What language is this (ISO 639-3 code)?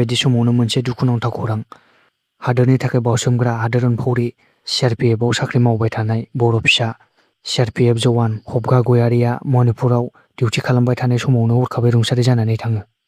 brx